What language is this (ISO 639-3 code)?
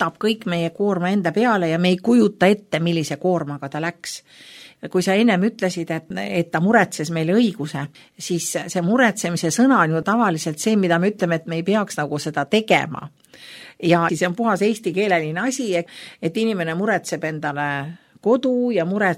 est